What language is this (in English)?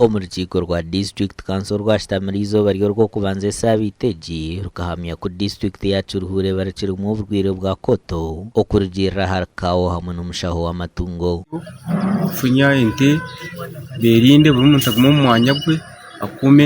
Nyankole